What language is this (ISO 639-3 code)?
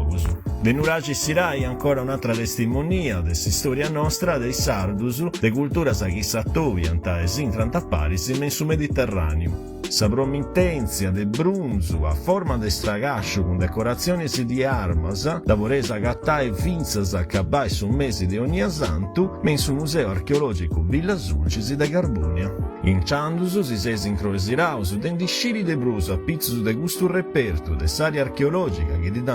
srd